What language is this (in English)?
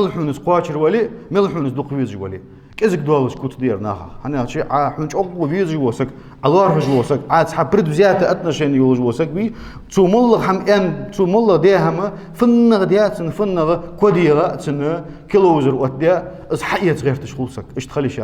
Ingush